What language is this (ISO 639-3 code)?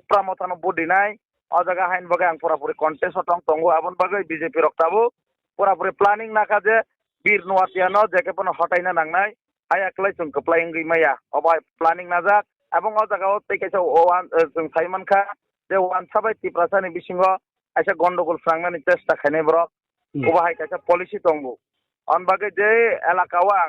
trp